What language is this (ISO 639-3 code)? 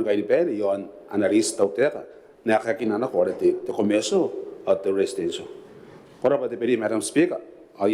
gil